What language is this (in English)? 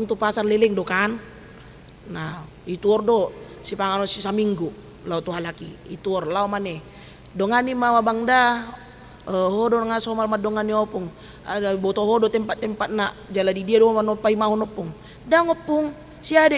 Batak Toba